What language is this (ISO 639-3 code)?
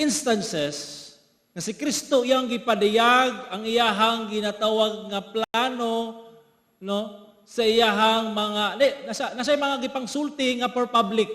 ceb